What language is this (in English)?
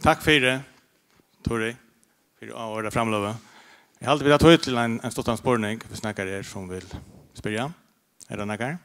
Faroese